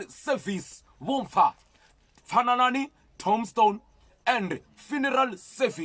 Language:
Venda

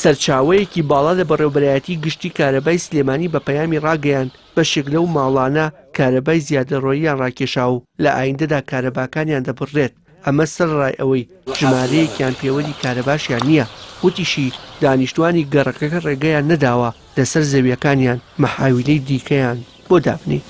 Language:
Central Kurdish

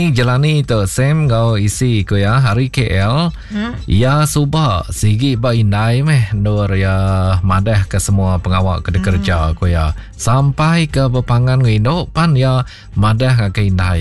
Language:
Iban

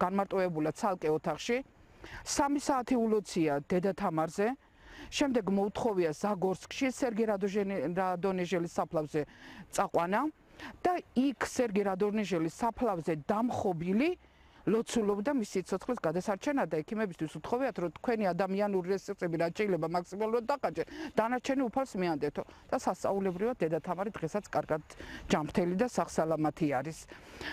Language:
Georgian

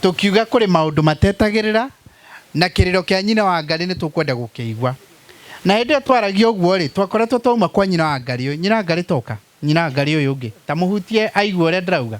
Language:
Kikuyu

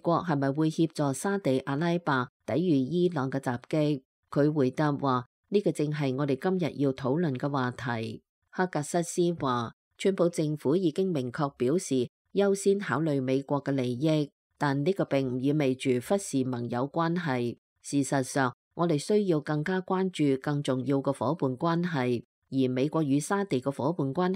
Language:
Cantonese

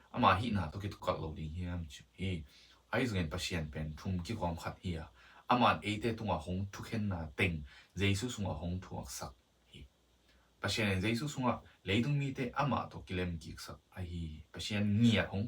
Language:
Tedim Chin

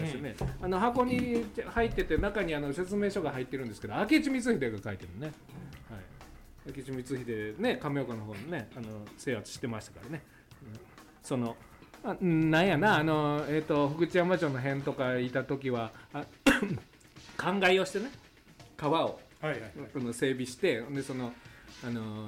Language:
Japanese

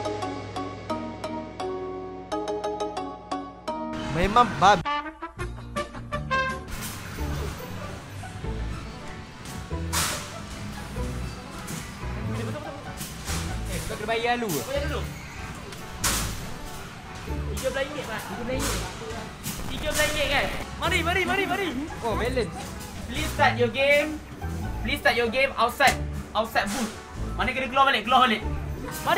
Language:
Malay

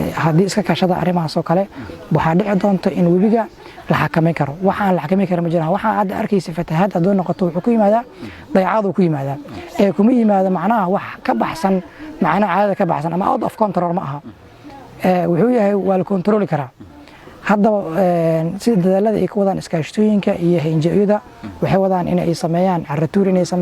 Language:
Somali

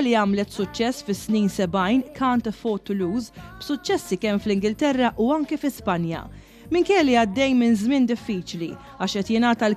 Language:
Maltese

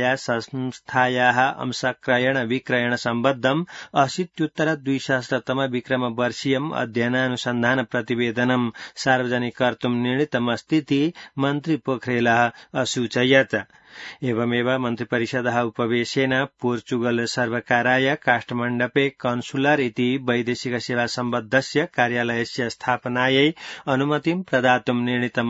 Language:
Sanskrit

